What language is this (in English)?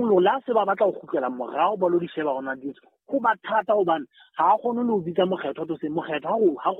Southern Sotho